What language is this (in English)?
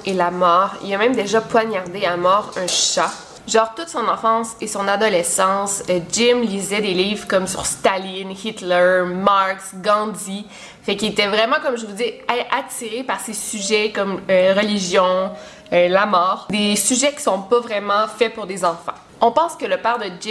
French